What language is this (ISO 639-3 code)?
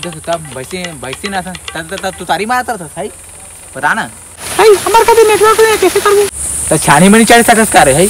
hne